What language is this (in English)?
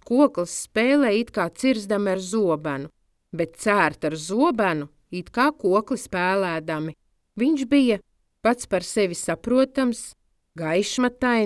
Latvian